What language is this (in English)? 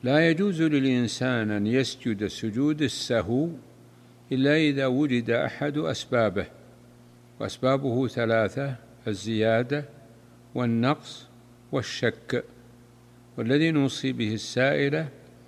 Arabic